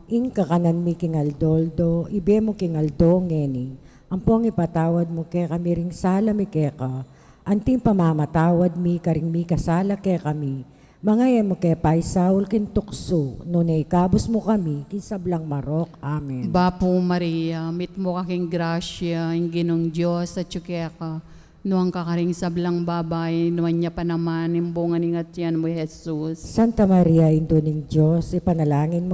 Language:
Pampanga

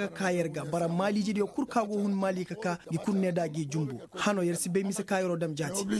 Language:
Koyraboro Senni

